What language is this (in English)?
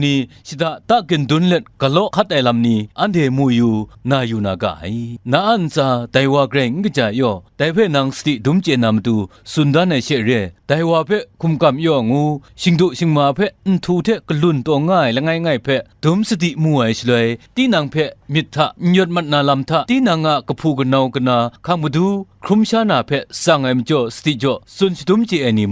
Kachin